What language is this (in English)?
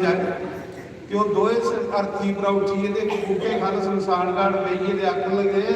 Dogri